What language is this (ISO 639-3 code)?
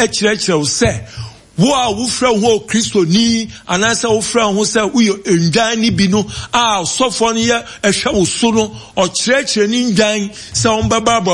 aka